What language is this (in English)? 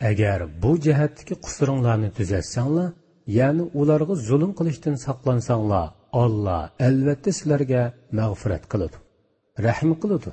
Uyghur